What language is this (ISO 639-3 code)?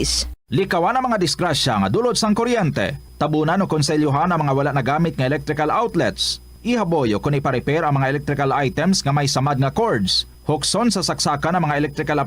hil